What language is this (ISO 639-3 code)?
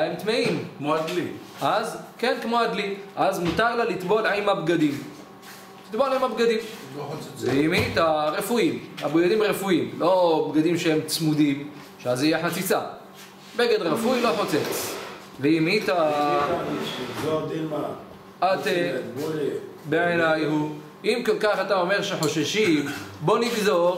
heb